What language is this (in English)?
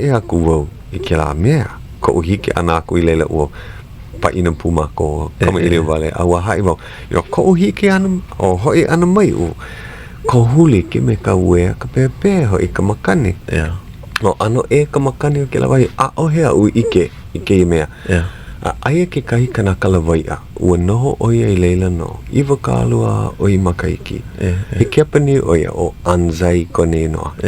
Hawaiian